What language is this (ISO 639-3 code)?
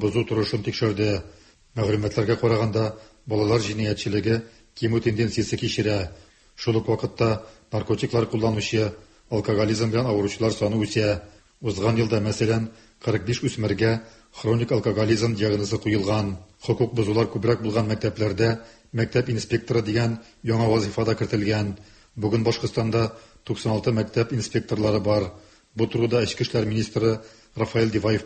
tat